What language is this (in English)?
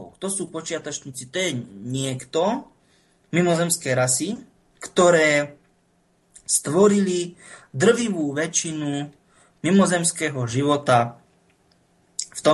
Slovak